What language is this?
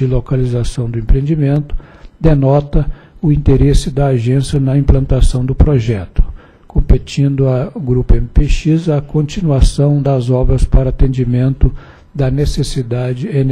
Portuguese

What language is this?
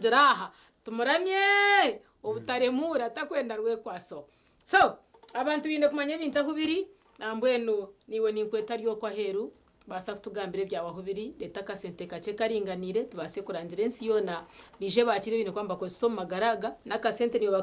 Nyankole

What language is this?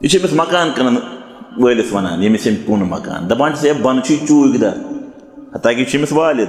Kashmiri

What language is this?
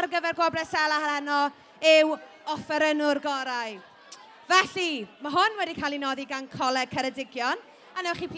Welsh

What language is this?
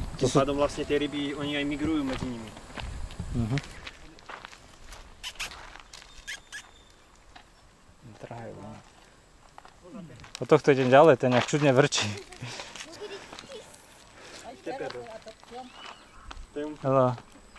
Slovak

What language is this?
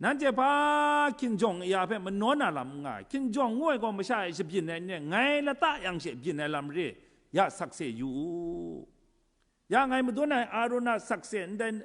Kachin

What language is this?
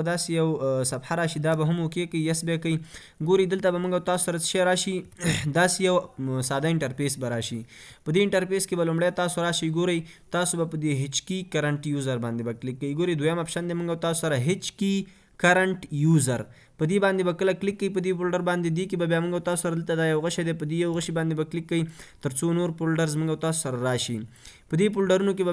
Pashto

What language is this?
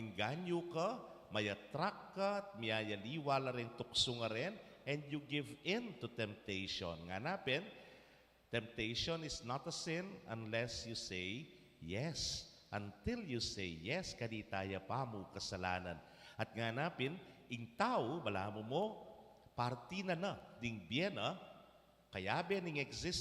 Pampanga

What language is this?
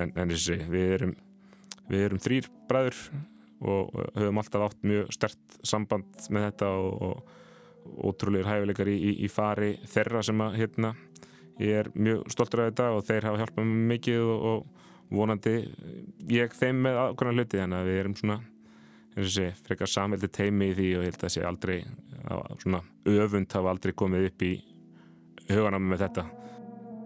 Icelandic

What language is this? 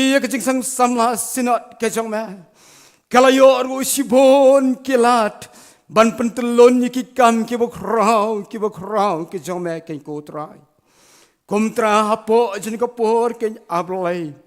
Khasi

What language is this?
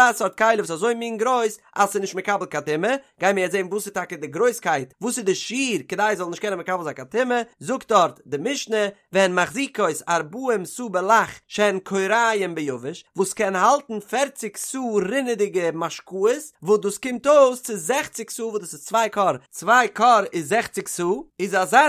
Yiddish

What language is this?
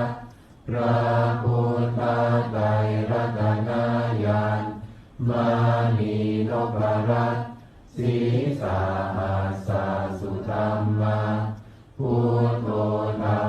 Pali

